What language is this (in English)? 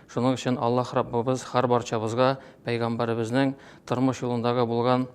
Tatar